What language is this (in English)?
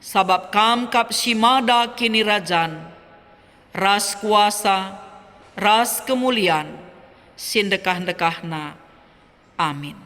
Batak Karo